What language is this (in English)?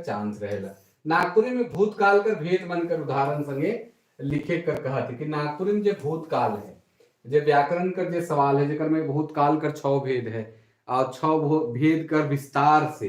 Sadri